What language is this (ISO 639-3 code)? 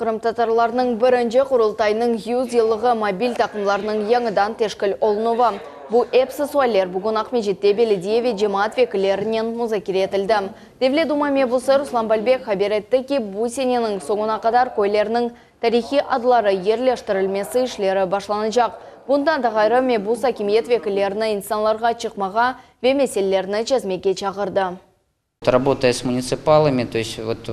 crh